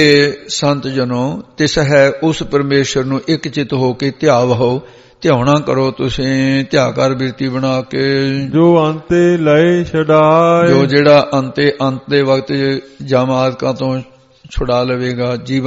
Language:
Punjabi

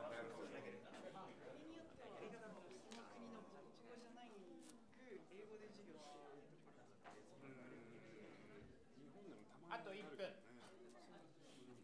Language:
Japanese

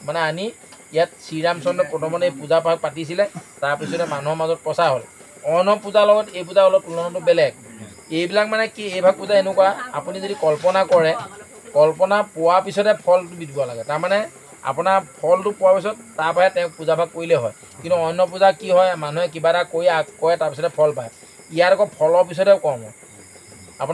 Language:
Assamese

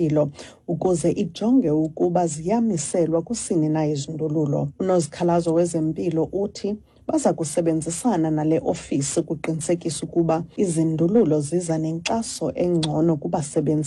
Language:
Xhosa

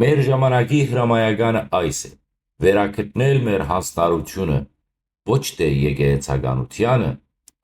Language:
Western Armenian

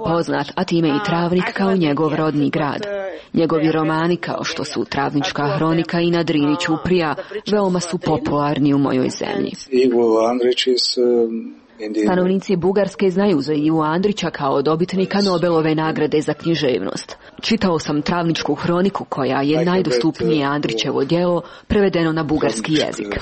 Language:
Croatian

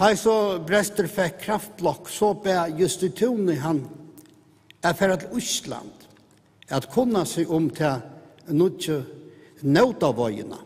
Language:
Faroese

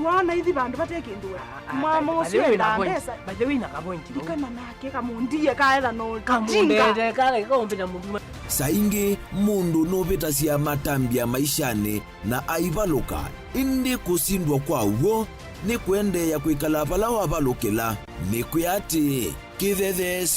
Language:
Kamba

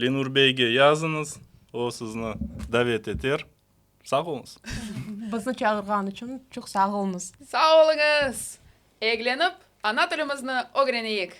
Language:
Crimean Tatar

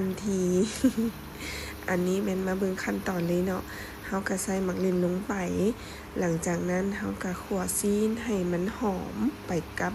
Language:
Lao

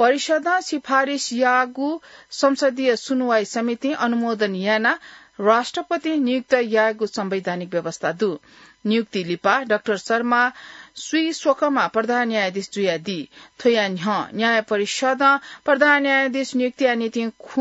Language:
Newari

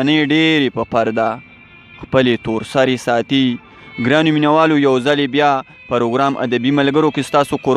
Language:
Pashto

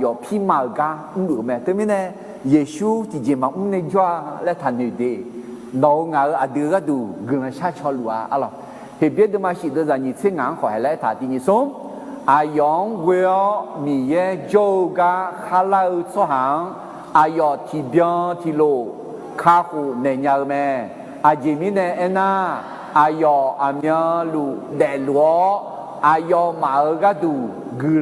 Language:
Akha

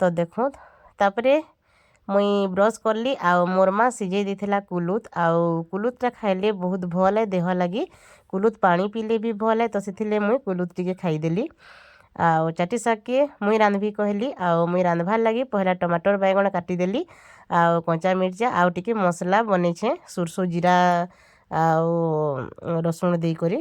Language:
Sambalpuri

